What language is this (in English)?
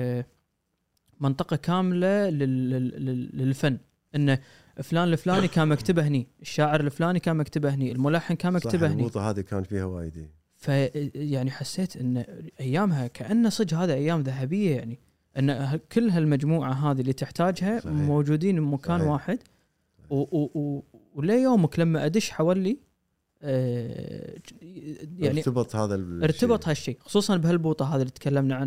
Gulf Arabic